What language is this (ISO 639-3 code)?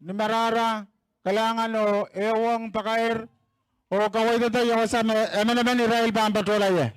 pon